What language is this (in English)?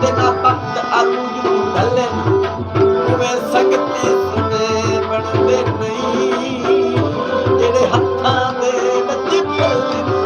Saraiki